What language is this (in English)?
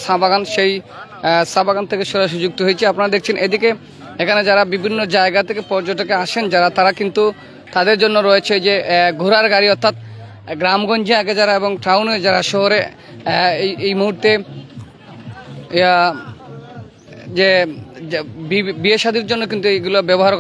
Bangla